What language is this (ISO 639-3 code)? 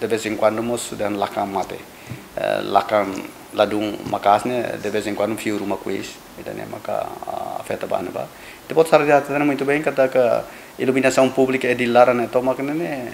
tet